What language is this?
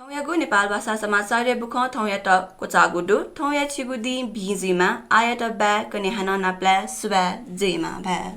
Newari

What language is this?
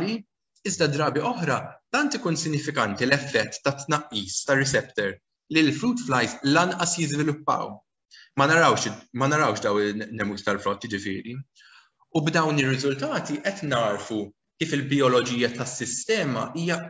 Maltese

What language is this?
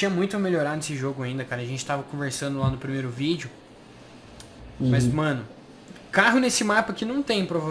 Portuguese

